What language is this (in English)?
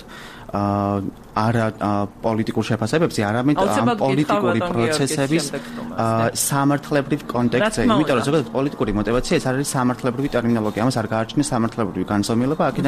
Georgian